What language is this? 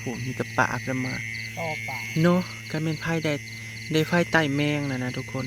Northeastern Thai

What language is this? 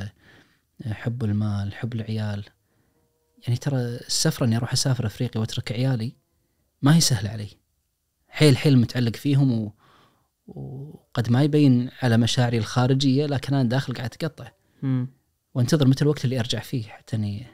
Najdi Arabic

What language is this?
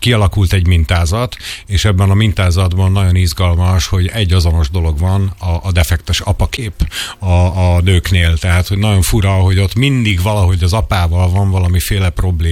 Hungarian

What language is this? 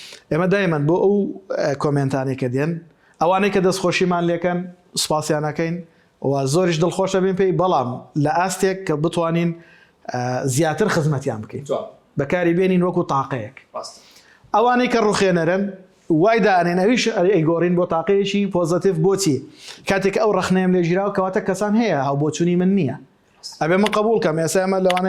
Central Kurdish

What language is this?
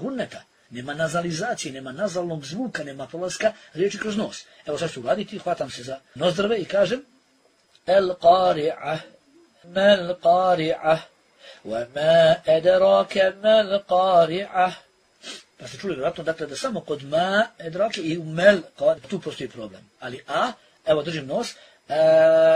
Bosnian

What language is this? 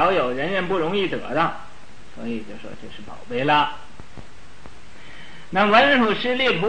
Chinese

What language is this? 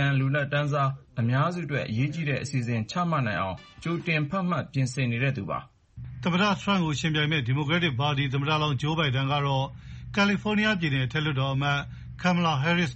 Burmese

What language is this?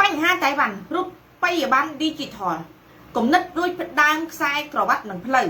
Khmer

